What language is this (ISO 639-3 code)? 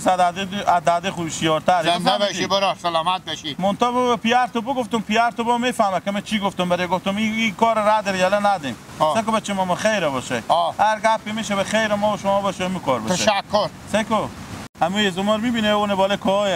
fas